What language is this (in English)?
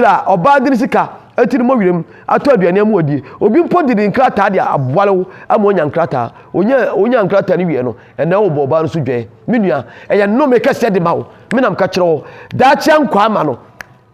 Akan